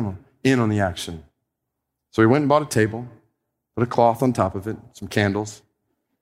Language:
English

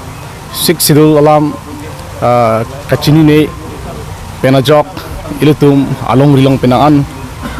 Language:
Karbi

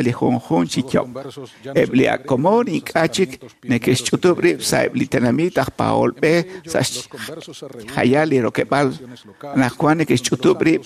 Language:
Kekchí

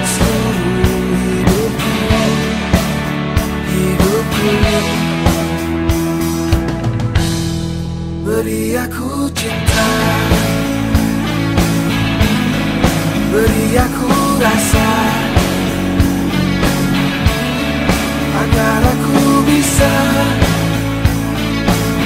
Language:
Indonesian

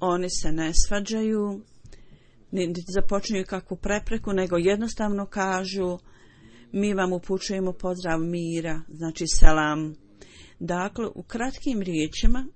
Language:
Bosnian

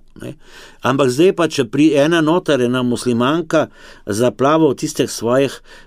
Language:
Slovenian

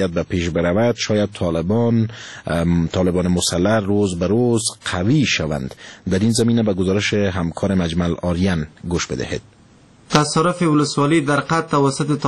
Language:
Persian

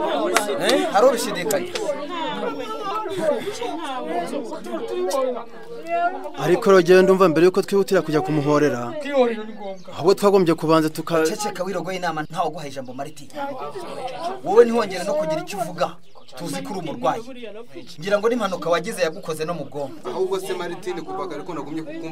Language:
Kinyarwanda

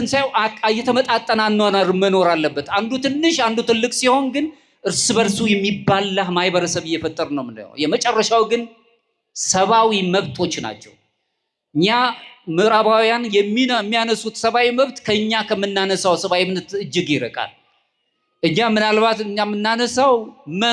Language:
Amharic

